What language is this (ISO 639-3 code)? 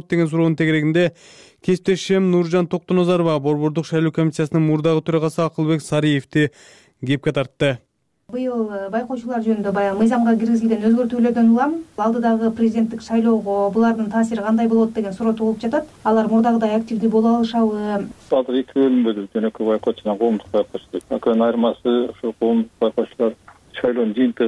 kir